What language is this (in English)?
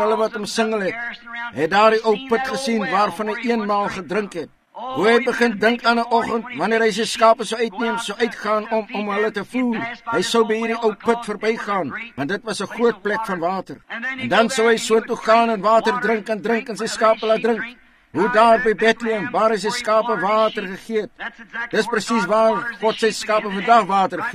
Afrikaans